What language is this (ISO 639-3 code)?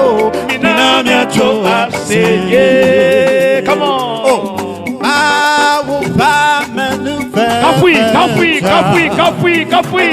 ewe